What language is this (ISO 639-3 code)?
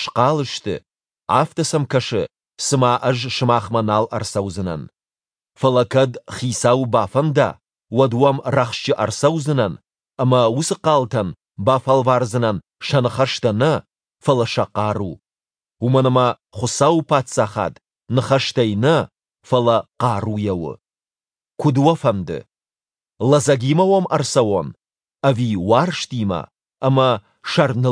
oss